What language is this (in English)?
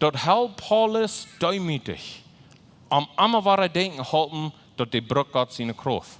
Plautdietsch